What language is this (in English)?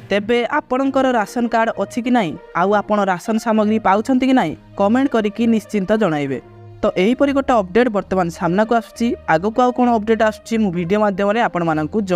Odia